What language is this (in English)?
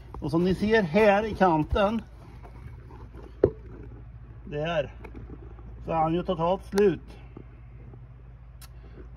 Swedish